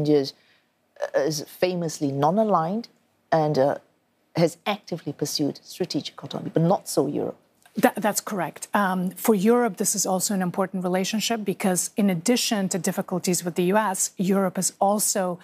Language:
English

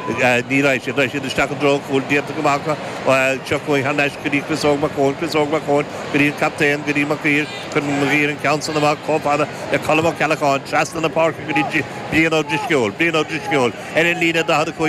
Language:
Irish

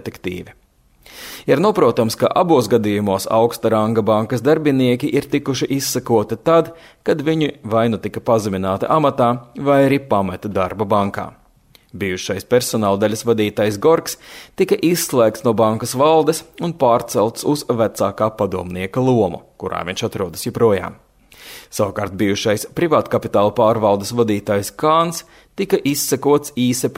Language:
Latvian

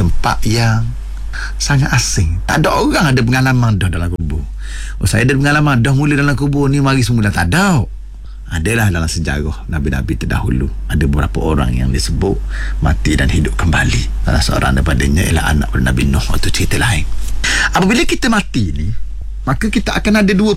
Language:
Malay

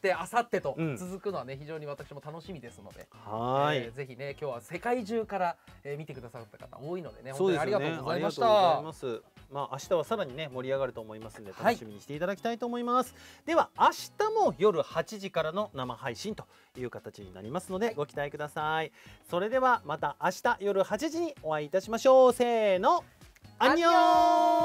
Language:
Japanese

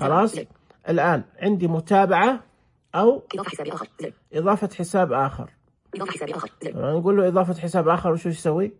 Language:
Najdi Arabic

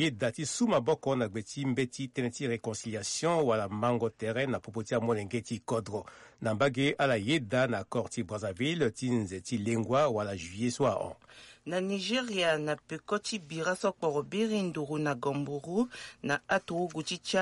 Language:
Sango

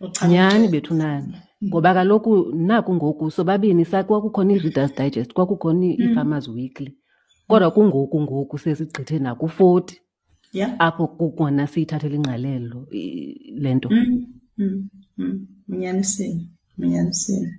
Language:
Xhosa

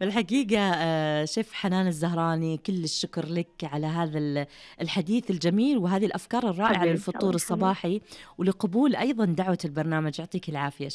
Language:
Najdi Arabic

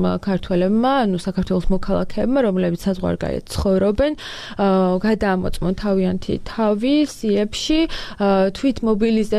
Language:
Georgian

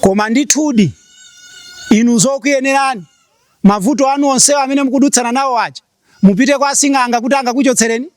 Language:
Nyanja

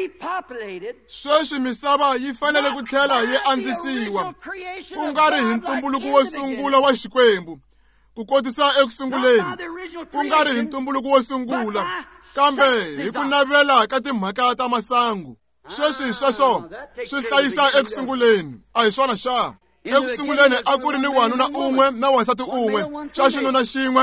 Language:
Tsonga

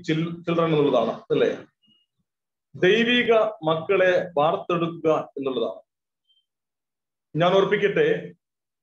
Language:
Malayalam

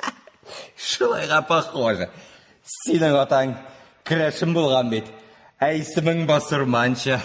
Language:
Tatar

